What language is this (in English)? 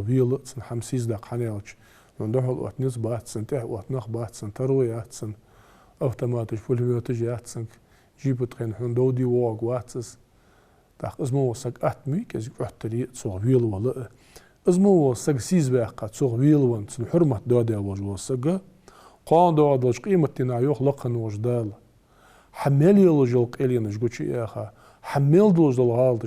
Ingush